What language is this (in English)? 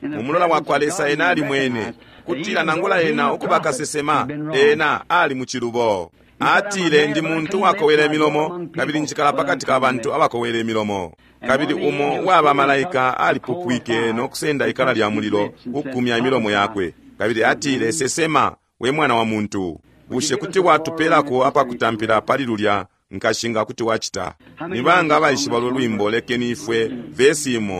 Bemba